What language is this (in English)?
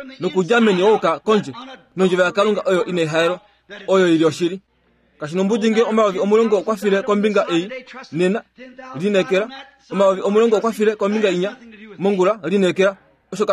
Kuanyama